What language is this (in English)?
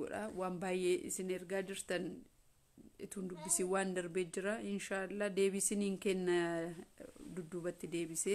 Oromo